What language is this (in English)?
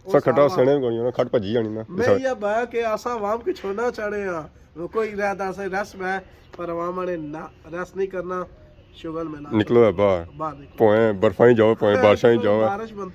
Pahari-Potwari